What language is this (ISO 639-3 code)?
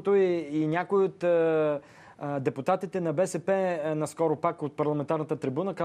bul